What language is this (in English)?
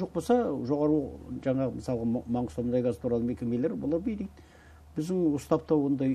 Kazakh